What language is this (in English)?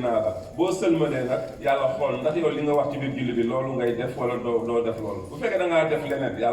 Wolof